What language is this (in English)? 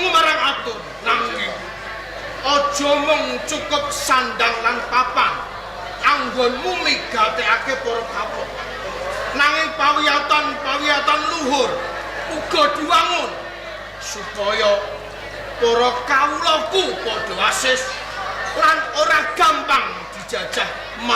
Javanese